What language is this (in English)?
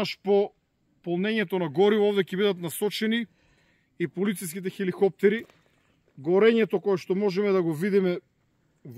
Macedonian